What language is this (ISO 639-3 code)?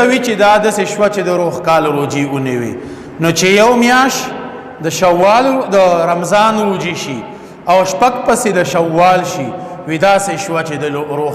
pus